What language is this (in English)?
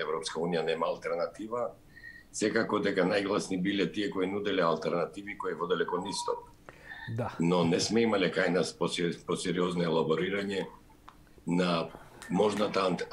Macedonian